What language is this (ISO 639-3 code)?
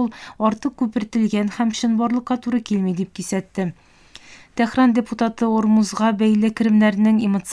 tat